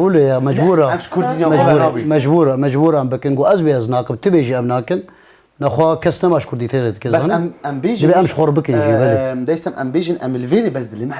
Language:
Kurdish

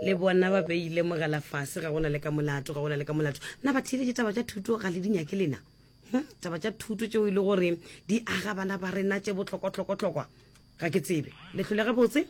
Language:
Northern Sotho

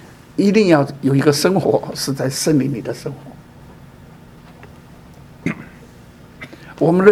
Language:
Chinese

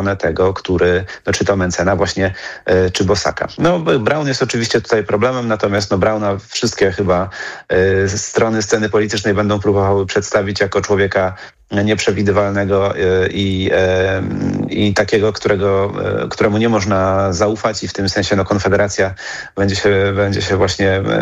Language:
Polish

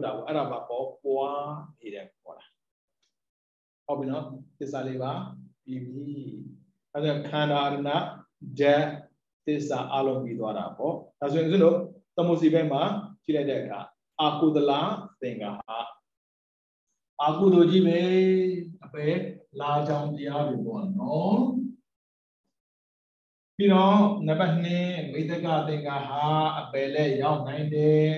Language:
Burmese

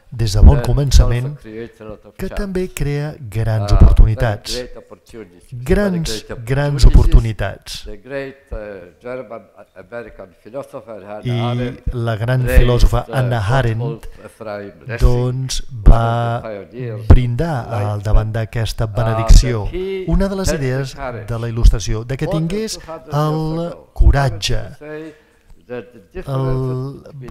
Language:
Catalan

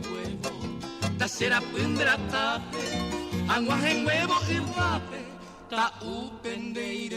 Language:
Guarani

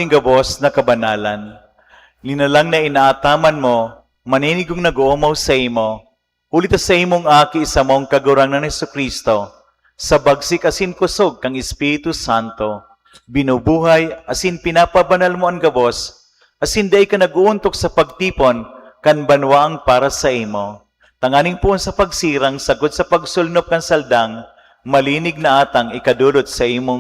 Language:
Bikol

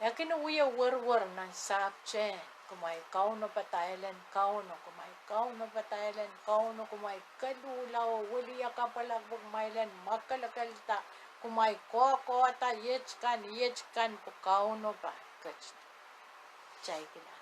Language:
Pohnpeian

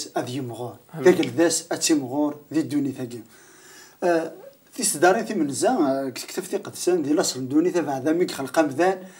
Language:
Kabyle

